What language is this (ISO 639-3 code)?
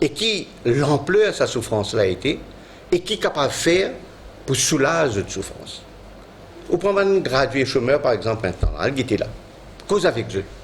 mfe